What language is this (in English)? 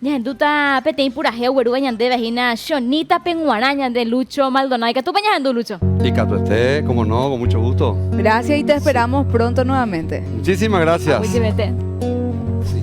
Guarani